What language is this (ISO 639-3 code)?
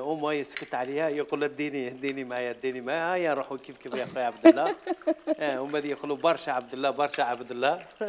arq